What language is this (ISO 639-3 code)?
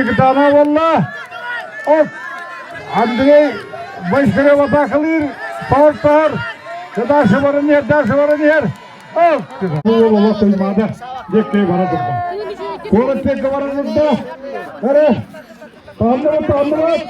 sah